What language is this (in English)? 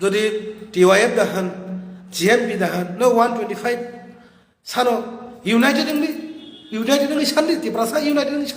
Kok Borok